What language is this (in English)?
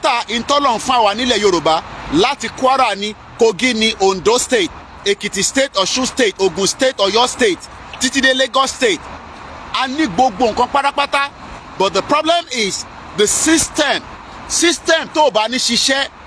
Yoruba